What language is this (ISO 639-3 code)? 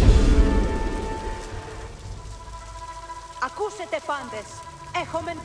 ell